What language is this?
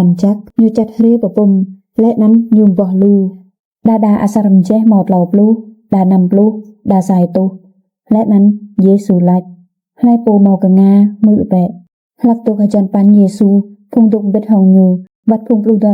Rade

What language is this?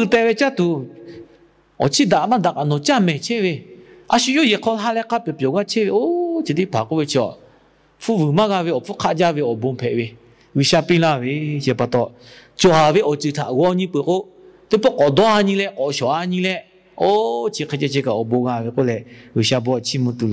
Lahu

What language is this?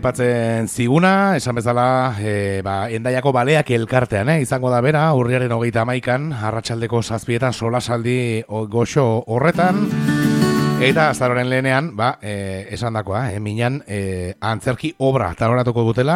Basque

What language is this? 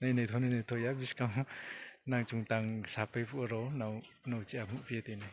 Riang (India)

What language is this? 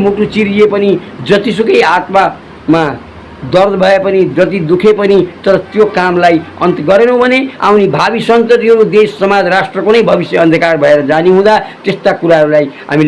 Nepali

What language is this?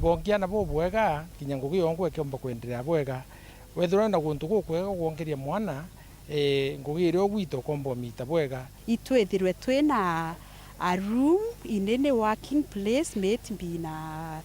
Meru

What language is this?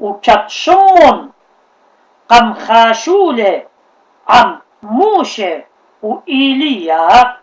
Assyrian Neo-Aramaic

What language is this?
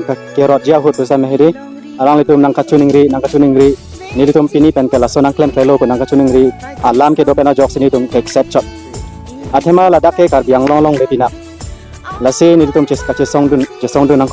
Karbi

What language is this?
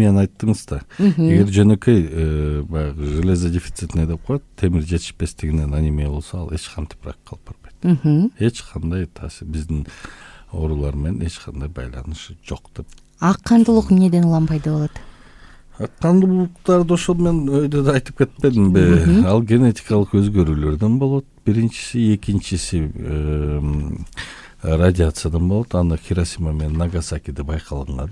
Kyrgyz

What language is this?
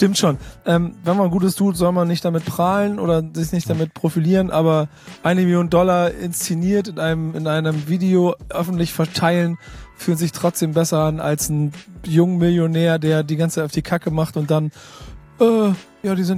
German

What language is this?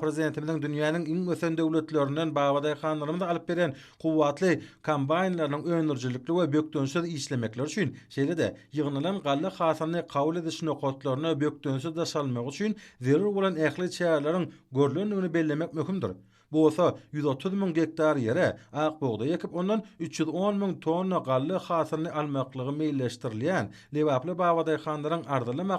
Turkmen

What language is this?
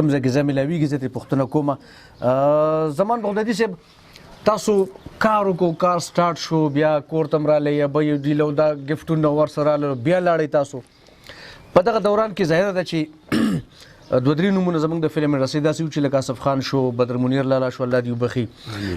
Pashto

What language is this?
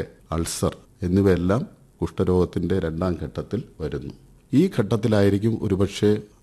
Malayalam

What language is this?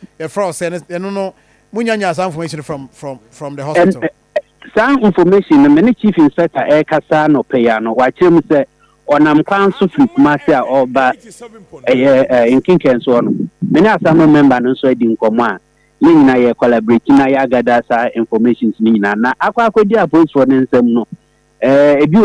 Akan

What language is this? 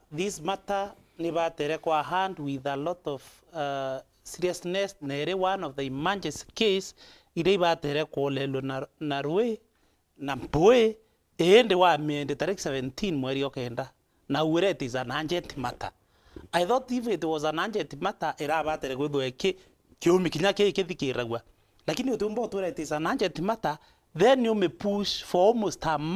Meru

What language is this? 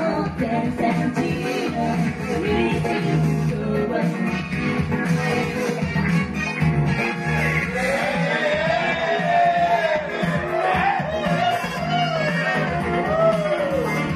Japanese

